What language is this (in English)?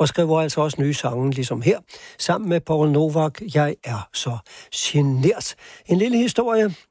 Danish